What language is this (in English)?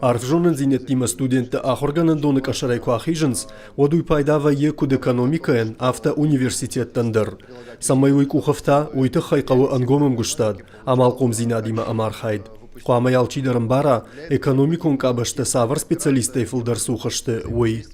Ossetic